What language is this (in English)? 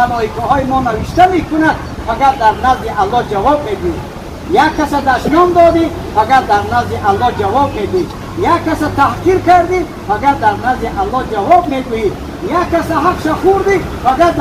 Tajik